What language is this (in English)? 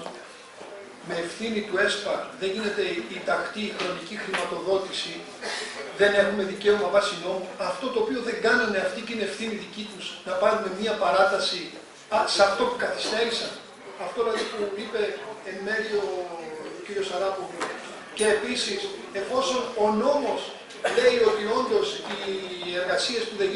Greek